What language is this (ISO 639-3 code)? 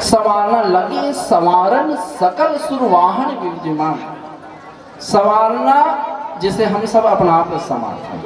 hne